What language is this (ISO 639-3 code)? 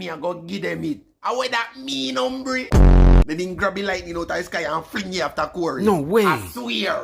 jam